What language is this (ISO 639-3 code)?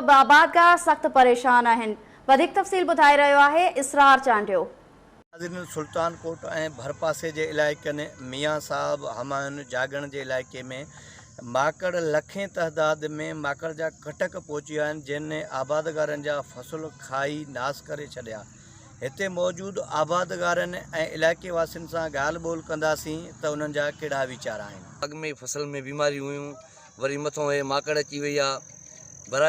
snd